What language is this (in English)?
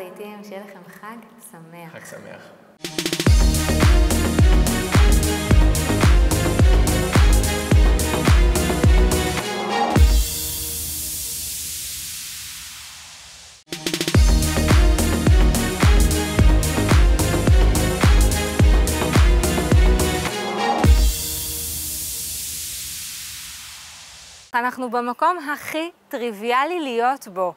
Hebrew